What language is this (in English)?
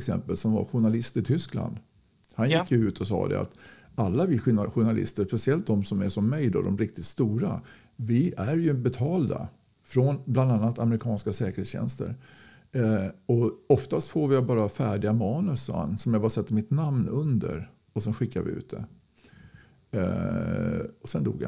Swedish